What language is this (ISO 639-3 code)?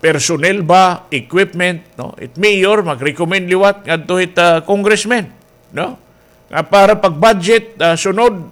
war